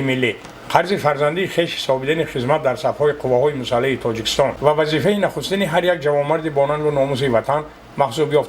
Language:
Tajik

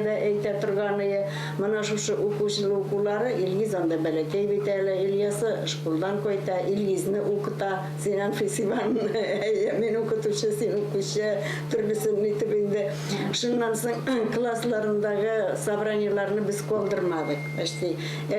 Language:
Bashkir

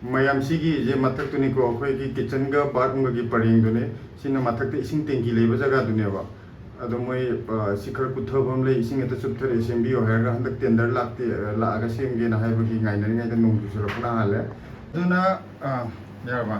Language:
Manipuri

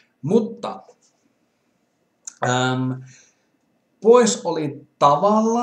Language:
Finnish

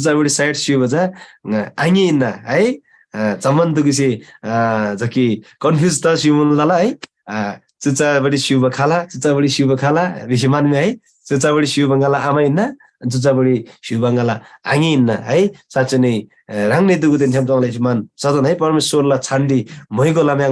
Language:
Eastern Tamang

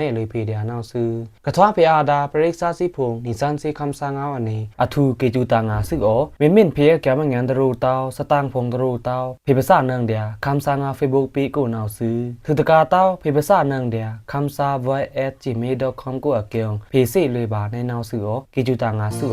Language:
Pa'o Karen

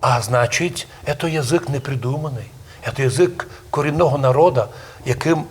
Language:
Rusyn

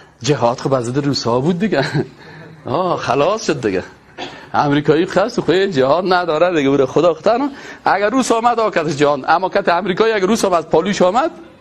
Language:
Persian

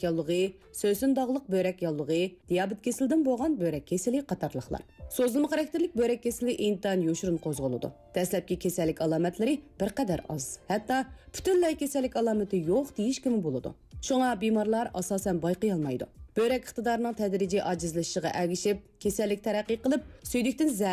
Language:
Uyghur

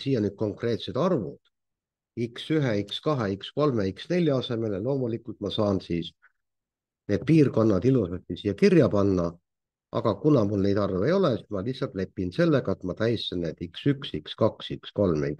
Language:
Estonian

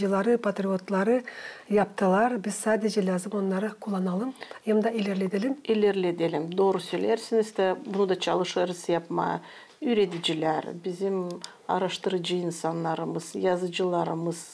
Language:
Gagauz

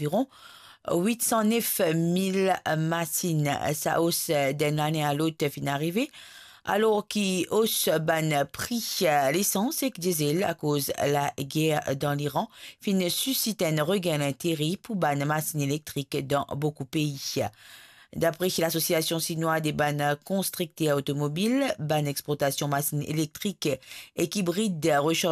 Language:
Morisyen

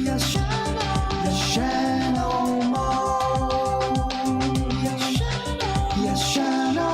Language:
Bikol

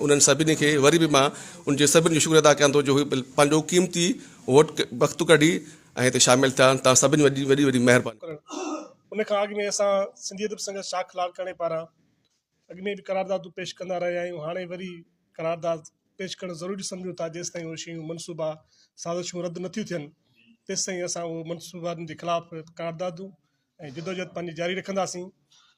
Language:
Sindhi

